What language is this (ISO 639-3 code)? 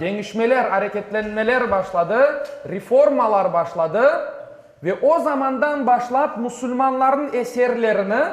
crh